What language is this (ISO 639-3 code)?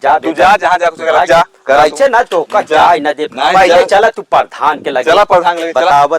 awa